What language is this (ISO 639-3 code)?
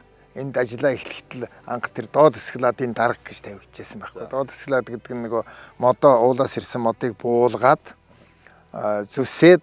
mon